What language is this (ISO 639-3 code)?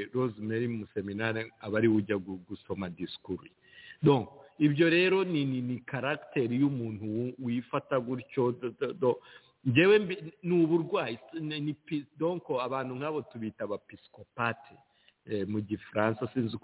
kin